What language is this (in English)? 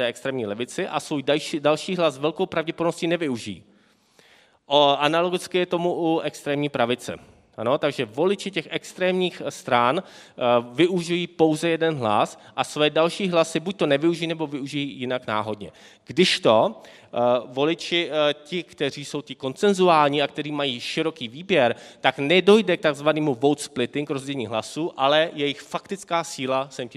Czech